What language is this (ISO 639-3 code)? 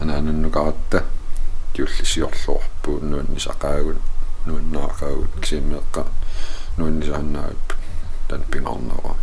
kal